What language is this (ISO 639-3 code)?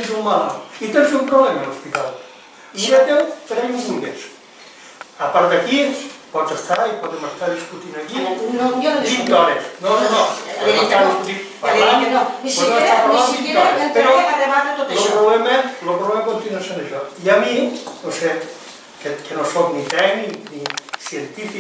cat